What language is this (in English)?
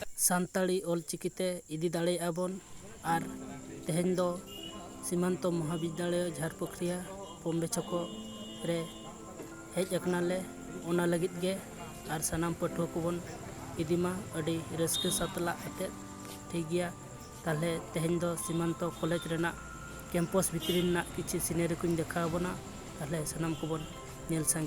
Santali